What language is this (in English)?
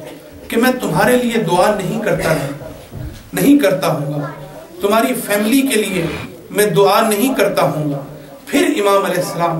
Urdu